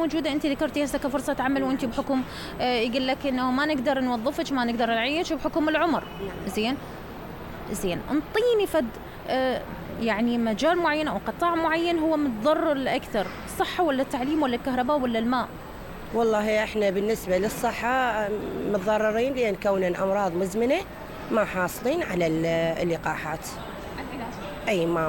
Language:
Mesopotamian Arabic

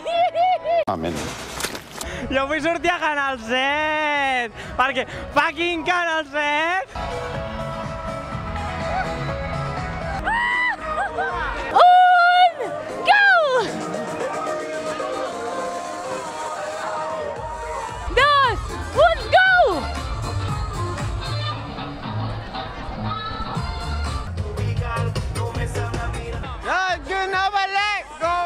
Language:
Catalan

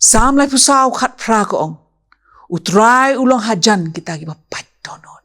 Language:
Khasi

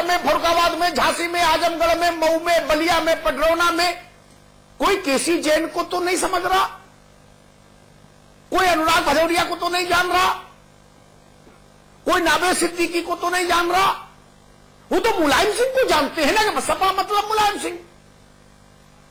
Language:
Hindi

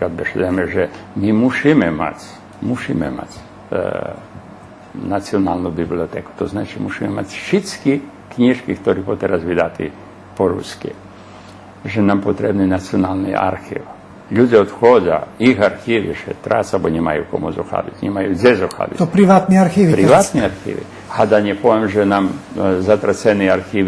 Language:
Rusyn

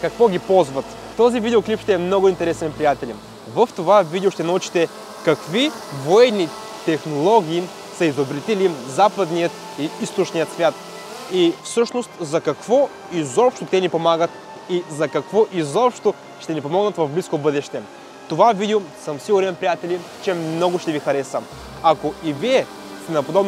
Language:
Bulgarian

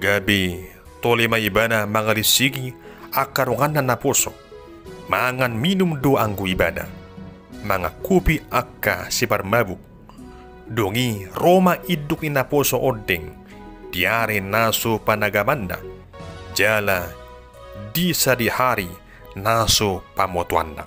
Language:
Batak Toba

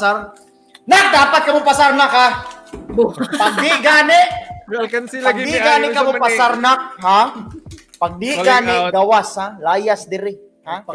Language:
Cebuano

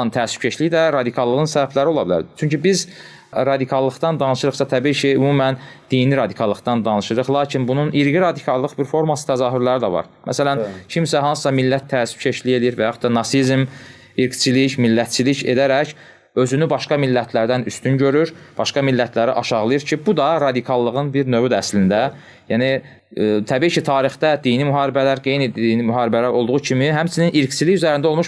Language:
Azerbaijani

